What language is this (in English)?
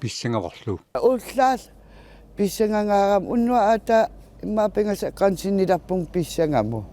Kalaallisut